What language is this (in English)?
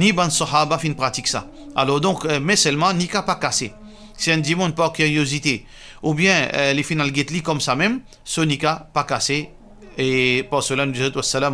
Morisyen